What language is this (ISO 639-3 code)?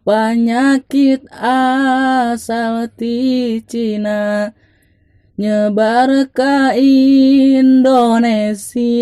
sun